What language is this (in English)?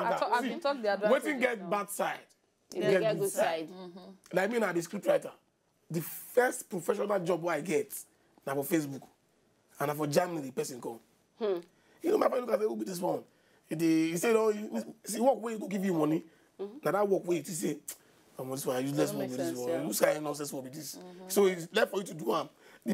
Nigerian Pidgin